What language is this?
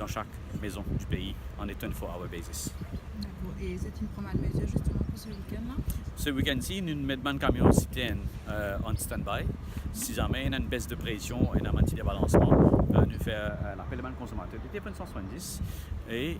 Morisyen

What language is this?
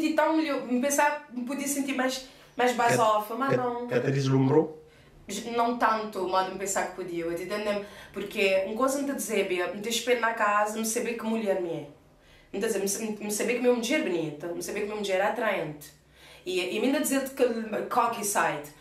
Kabuverdianu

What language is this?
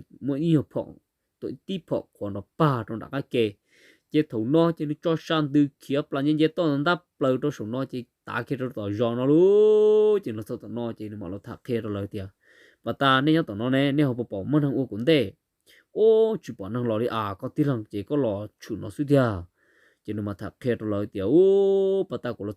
Hmong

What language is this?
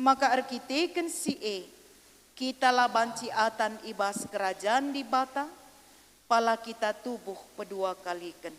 Batak Karo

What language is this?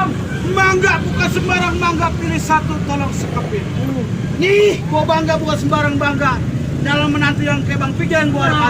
Betawi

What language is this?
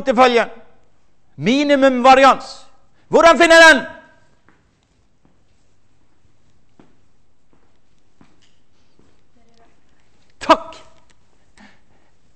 Norwegian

